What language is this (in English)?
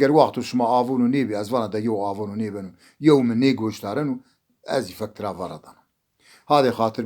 Zaza